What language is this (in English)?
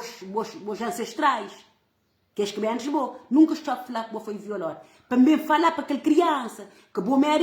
Kabuverdianu